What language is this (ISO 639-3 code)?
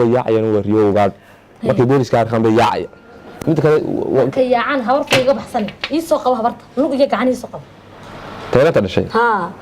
som